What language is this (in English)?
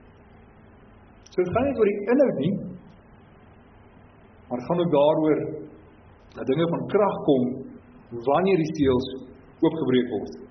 Afrikaans